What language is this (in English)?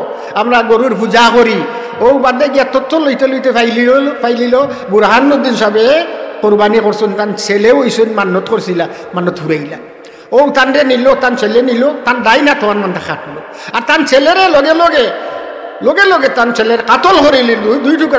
Sylheti